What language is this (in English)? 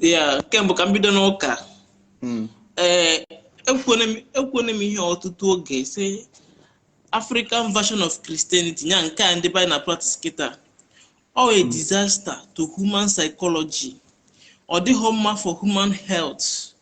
Igbo